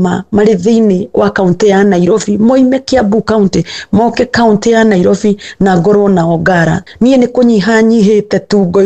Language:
Kikuyu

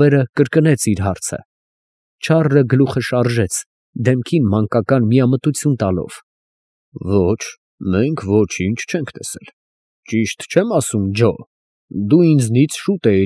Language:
Armenian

